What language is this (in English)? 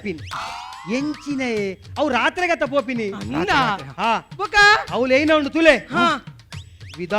Tulu